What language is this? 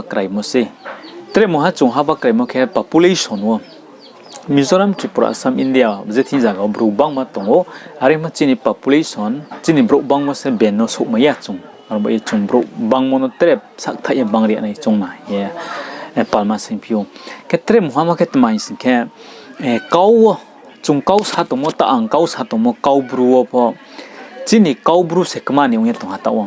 Riang (India)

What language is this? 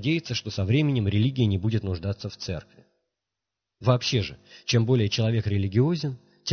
Russian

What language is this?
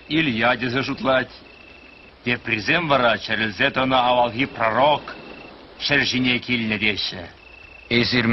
Chuvash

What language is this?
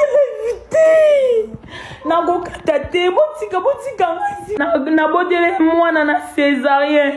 Lingala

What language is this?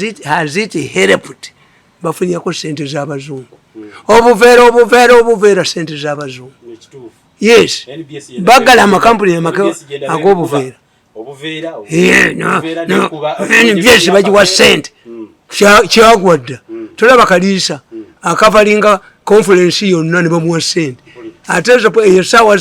Ganda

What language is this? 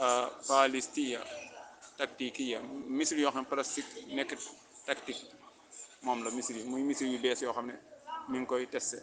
Wolof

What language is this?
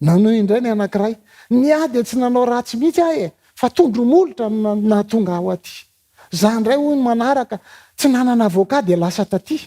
Malagasy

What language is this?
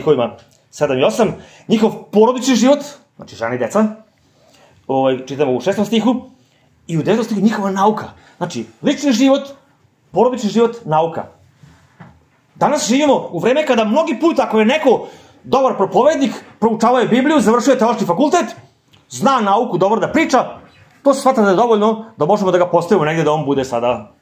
Serbian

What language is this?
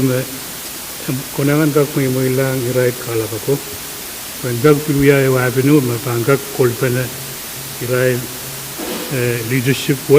Pohnpeian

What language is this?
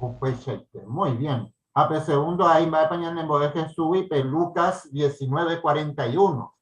Guarani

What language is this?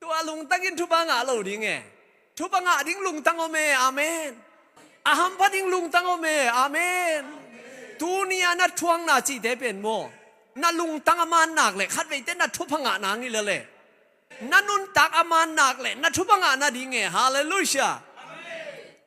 Tedim Chin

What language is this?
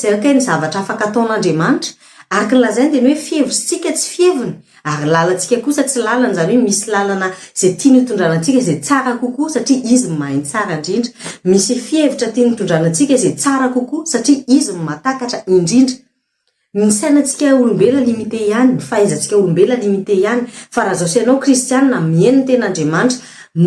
Malagasy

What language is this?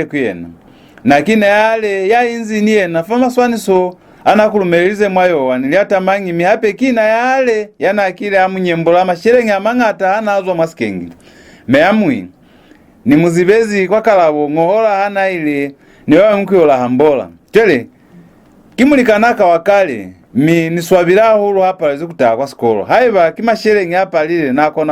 Lozi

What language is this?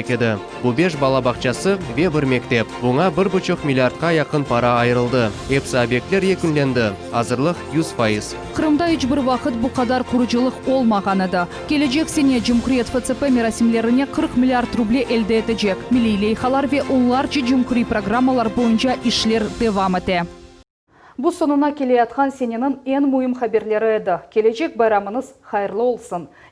Crimean Tatar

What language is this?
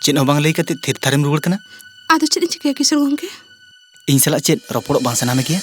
Santali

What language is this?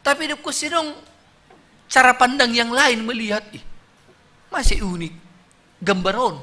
Batak Simalungun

